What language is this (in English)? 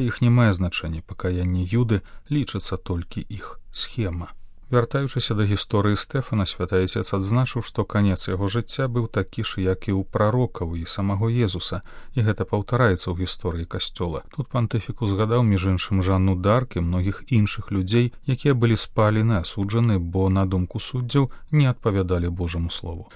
Belarusian